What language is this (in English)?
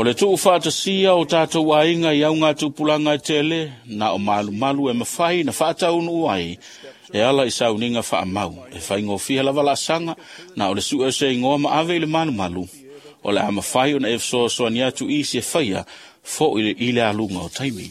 Samoan